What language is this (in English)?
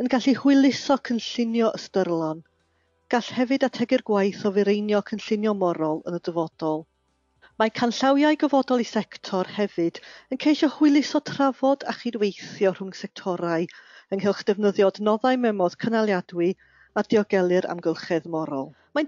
Welsh